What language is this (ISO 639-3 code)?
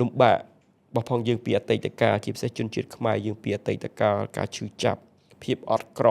khm